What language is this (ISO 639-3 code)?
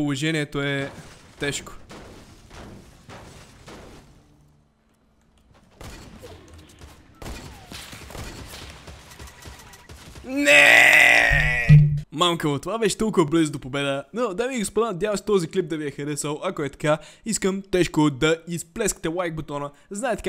bul